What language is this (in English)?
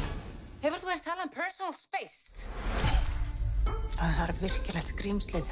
Icelandic